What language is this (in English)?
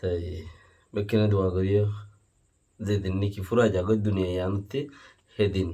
Rohingya